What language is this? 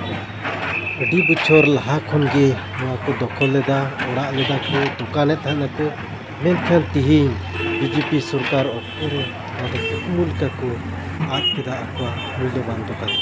Santali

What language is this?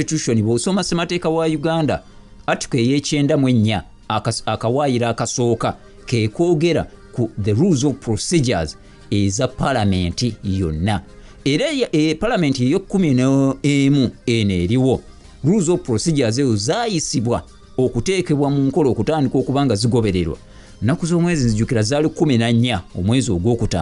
Ganda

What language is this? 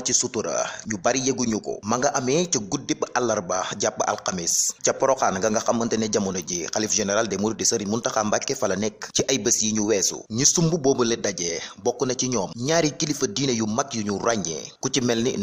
Wolof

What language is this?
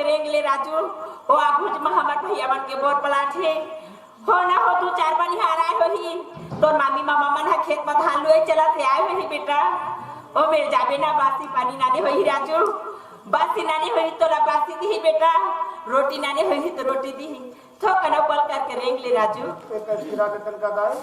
Chhattisgarhi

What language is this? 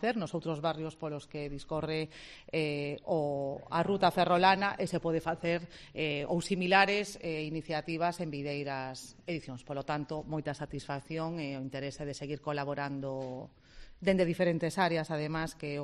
Galician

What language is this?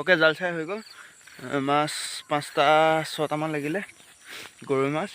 Assamese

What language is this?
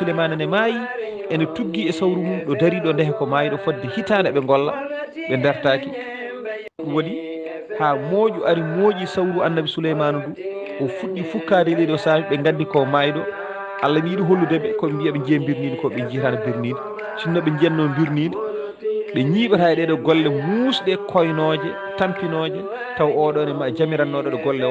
Fula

